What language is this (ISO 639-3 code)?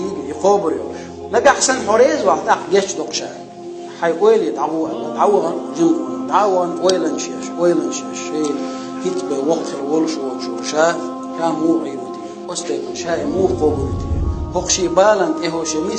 che